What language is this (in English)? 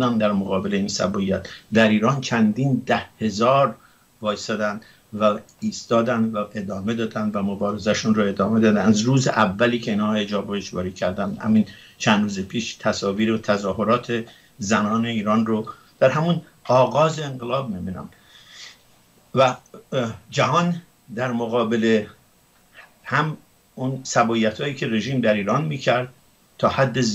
Persian